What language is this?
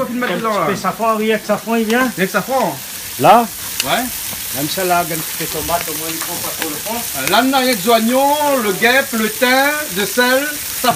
Réunion Creole French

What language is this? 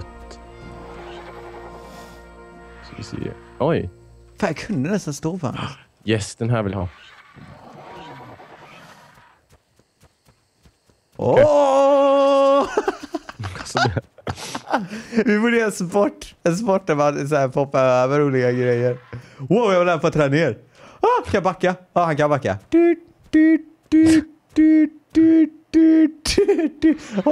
Swedish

